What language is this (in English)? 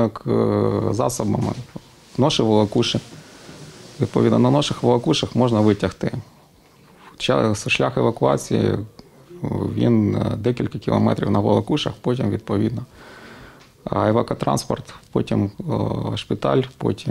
Ukrainian